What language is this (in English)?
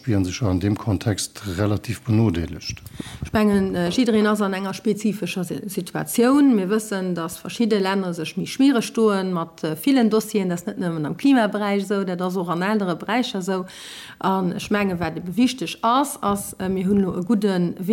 Luxembourgish